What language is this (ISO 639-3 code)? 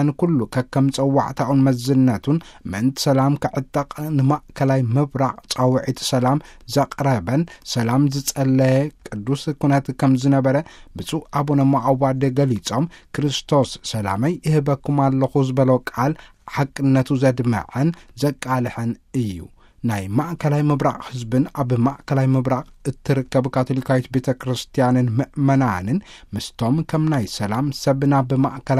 tir